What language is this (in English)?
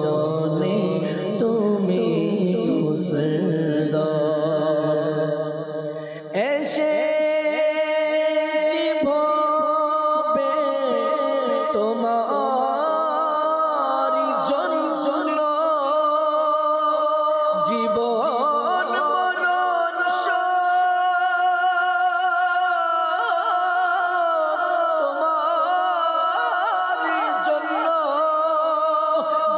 Bangla